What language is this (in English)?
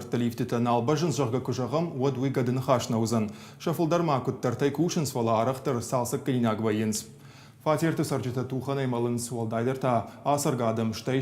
Ossetic